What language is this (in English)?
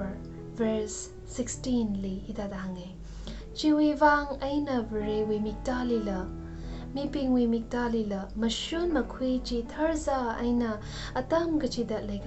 Tangkhul Naga (India)